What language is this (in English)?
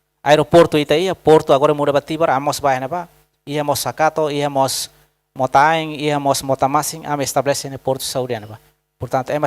Tetum